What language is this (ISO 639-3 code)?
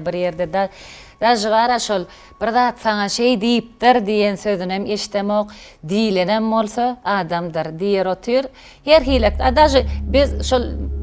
tuk